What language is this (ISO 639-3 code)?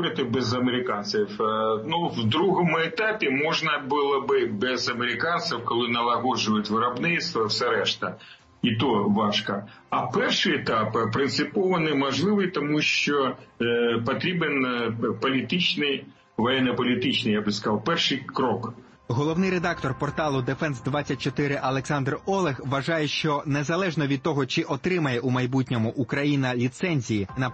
ukr